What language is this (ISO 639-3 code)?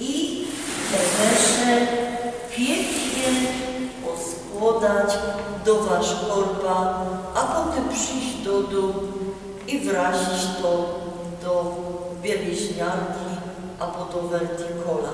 szl